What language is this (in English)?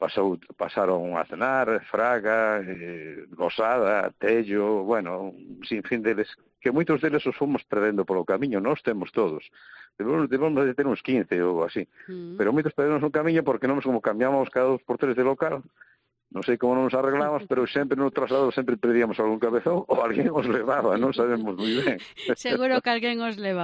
Galician